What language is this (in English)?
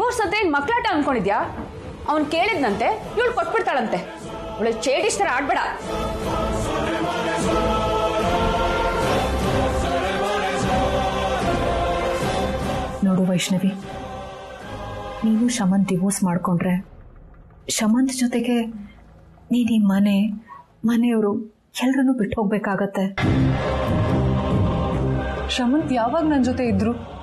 Kannada